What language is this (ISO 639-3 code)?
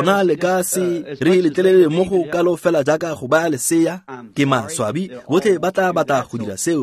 tsn